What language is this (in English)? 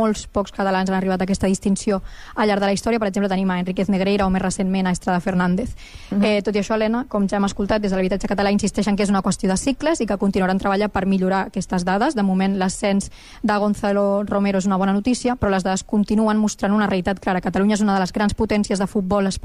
Catalan